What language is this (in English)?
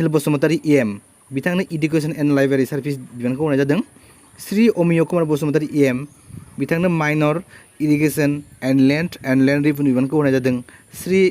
Bodo